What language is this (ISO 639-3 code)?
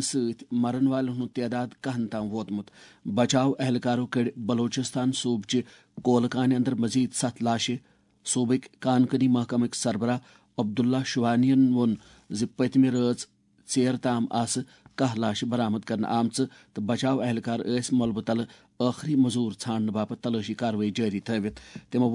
kas